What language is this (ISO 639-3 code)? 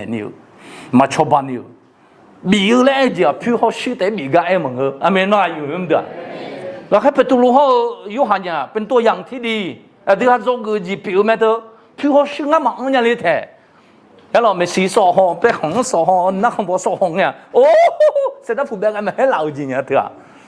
ahk